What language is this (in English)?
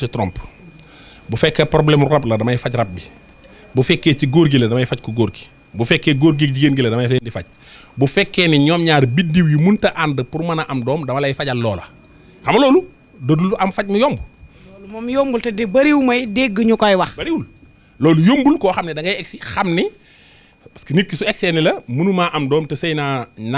Wolof